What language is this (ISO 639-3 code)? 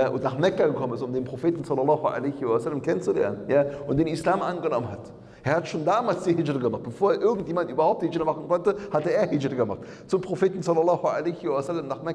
deu